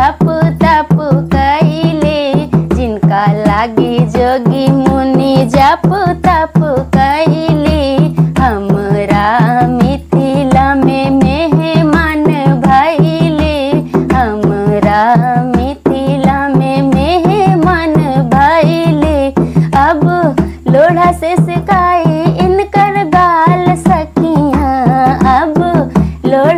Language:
Bhojpuri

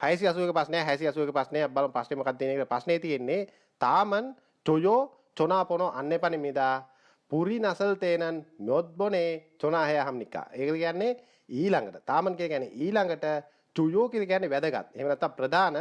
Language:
Sinhala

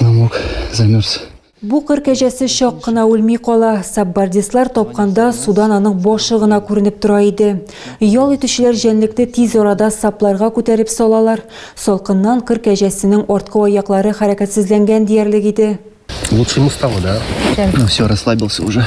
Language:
Tatar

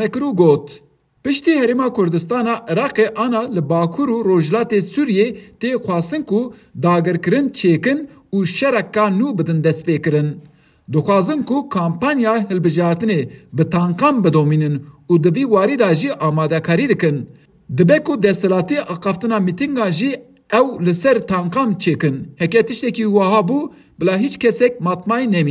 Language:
Kurdish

